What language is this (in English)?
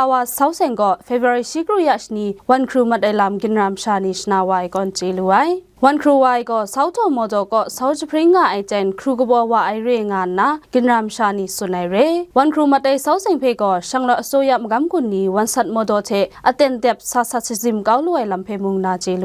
Kachin